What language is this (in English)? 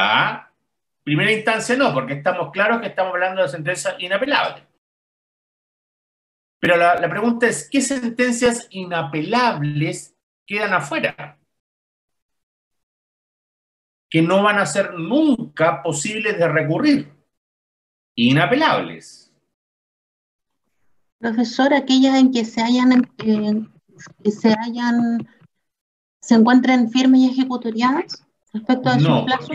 Spanish